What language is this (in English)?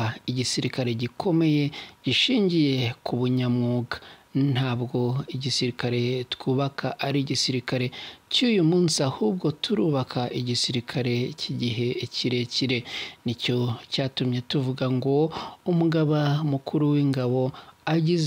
Kinyarwanda